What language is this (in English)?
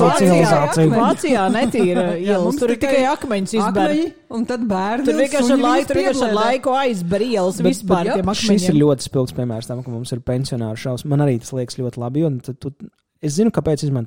Latvian